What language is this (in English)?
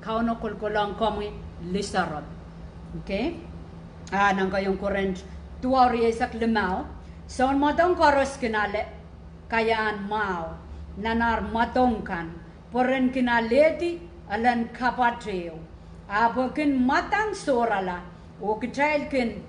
Pohnpeian